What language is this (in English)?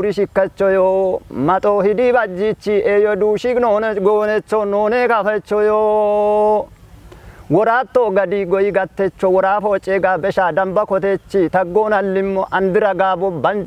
Kafa